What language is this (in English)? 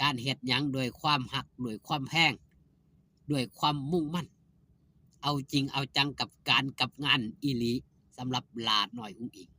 Northeastern Thai